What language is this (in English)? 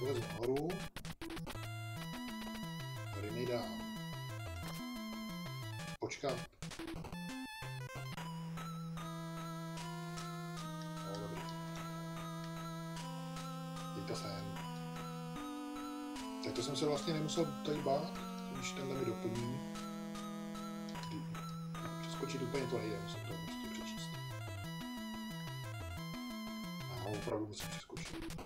Czech